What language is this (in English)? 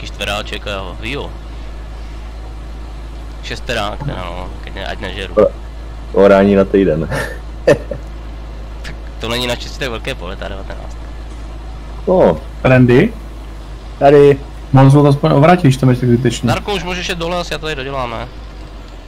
Czech